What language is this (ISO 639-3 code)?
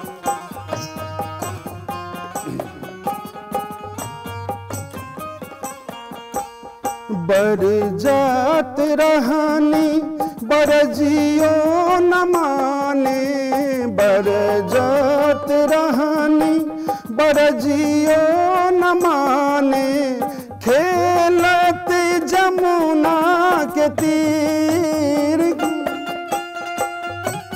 bho